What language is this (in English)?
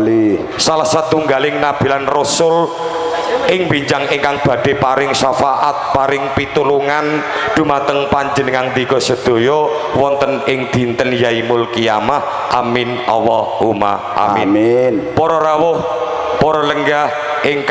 Javanese